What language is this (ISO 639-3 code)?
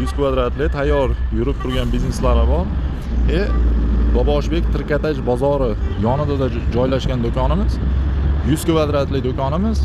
uzb